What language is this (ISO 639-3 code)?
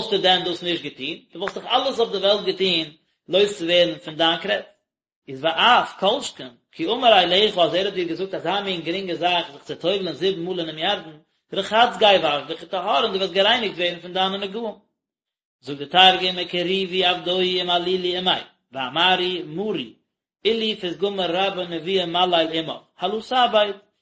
yid